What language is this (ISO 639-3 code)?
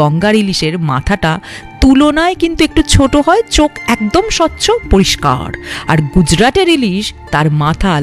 ben